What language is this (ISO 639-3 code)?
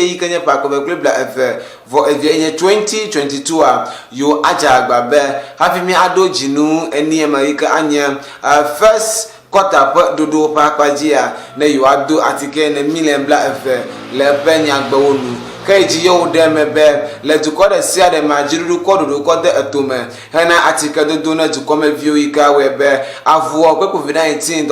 ewe